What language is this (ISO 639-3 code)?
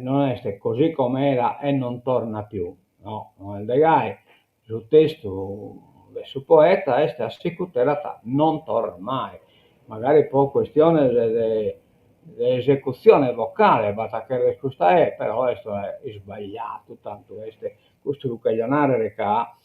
srd